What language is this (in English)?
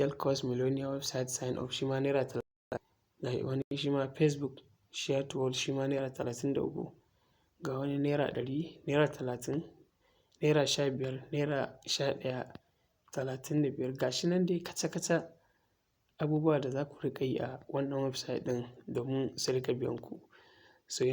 Hausa